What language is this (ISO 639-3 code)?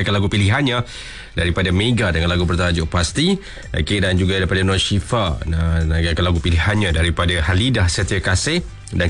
msa